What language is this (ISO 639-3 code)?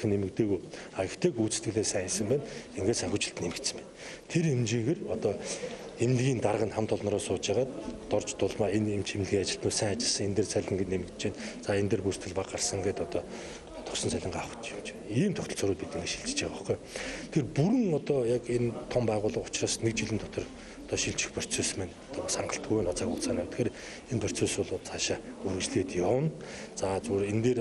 mon